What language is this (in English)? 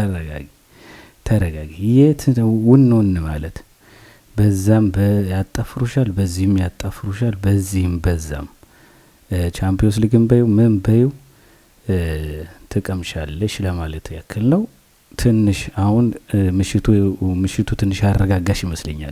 Amharic